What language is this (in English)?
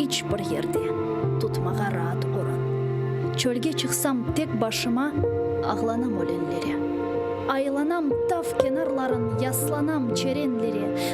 Crimean Tatar